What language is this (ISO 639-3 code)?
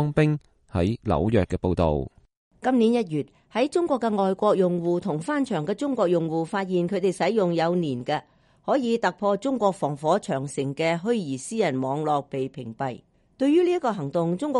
yue